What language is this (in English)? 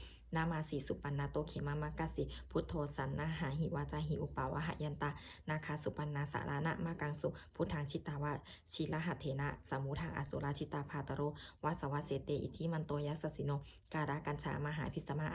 Pali